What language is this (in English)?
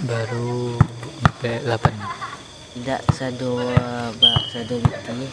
Minangkabau